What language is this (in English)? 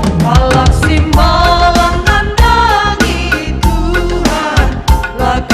Batak Karo